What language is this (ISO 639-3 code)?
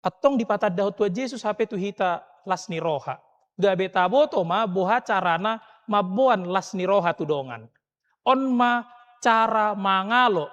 bbc